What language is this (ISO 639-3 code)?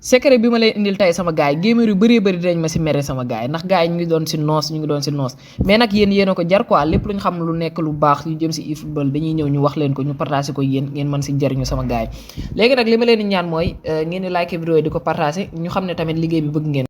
wol